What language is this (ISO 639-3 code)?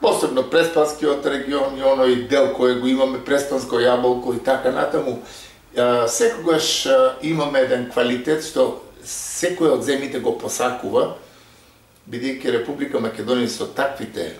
mkd